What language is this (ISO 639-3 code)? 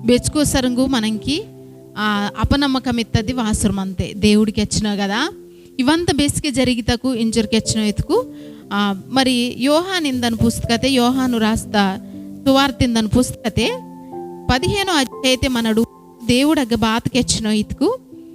kff